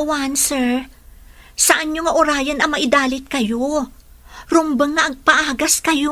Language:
Iloko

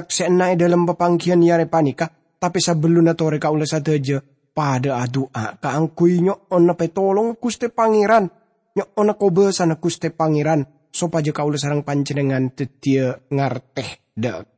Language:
Madurese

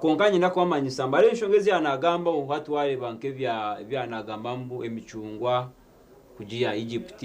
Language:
Nyankole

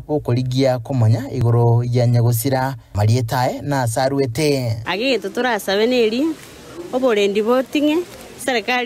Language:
Gusii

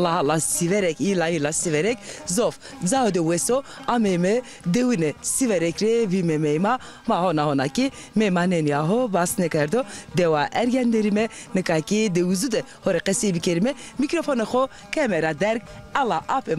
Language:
Zaza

